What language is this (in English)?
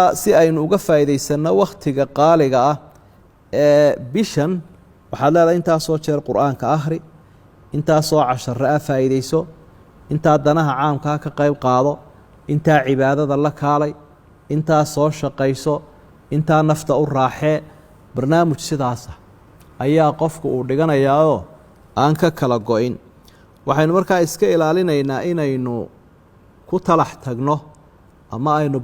Somali